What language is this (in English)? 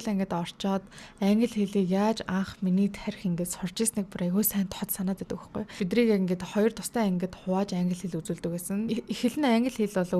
Mongolian